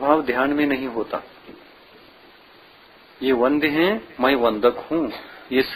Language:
Hindi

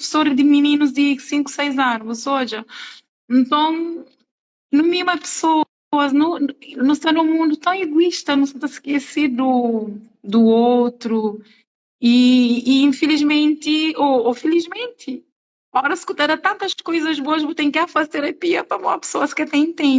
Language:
Kabuverdianu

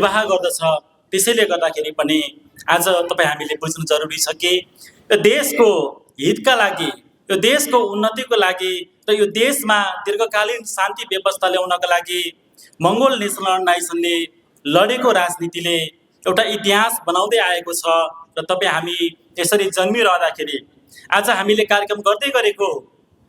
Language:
Nepali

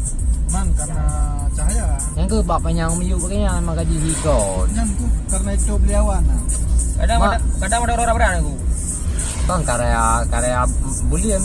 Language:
Achinese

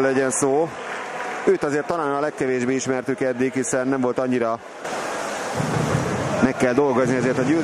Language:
Hungarian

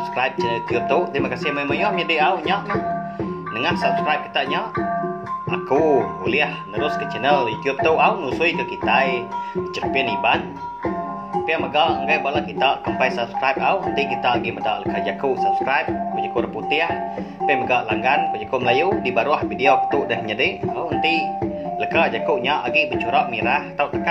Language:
Iban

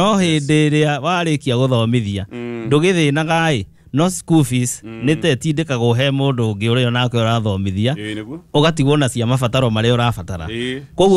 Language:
Kikuyu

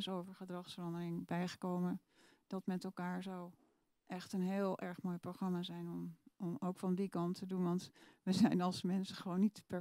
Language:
Dutch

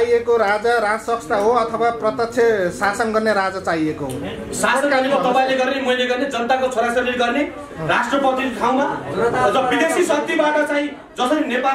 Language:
Nepali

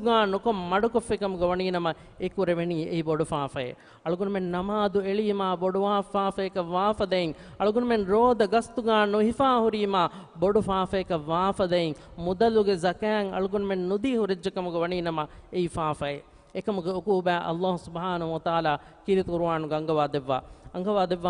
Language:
Divehi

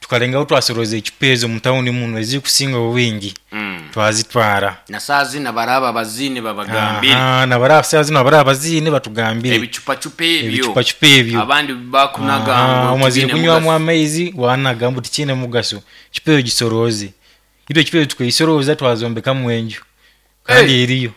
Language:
Nyoro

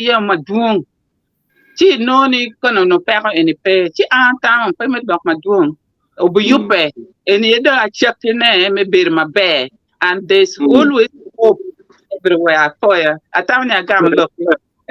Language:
Acoli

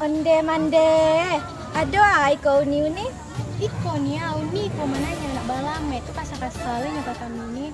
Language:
Minangkabau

